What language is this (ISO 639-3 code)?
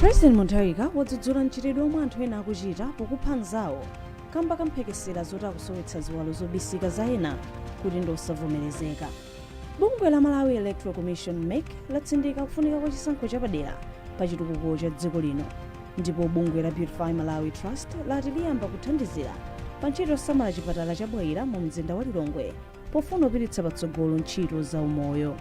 nya